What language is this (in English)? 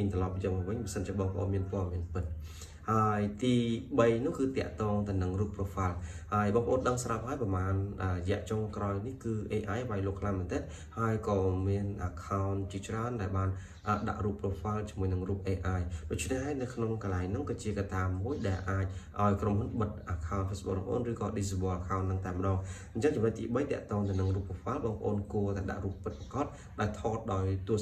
Khmer